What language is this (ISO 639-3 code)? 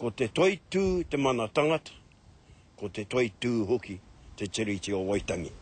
mri